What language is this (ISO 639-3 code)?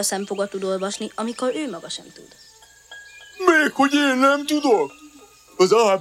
hun